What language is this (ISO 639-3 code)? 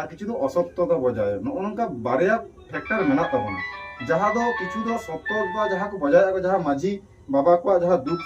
sat